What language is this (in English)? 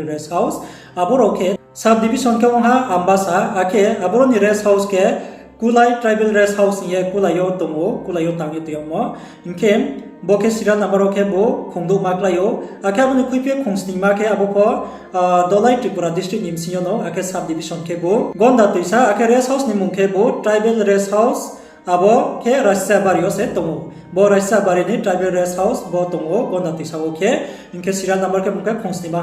Riang (India)